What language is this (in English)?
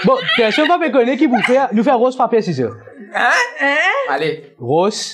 Morisyen